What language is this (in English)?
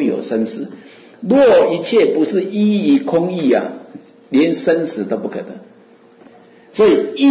Chinese